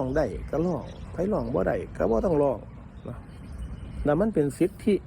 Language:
Northeastern Thai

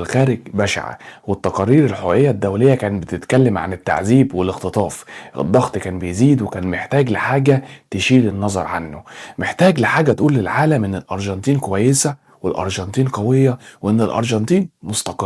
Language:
Egyptian Arabic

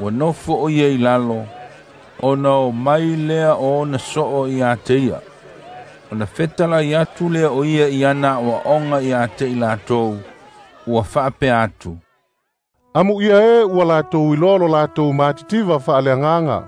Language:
Samoan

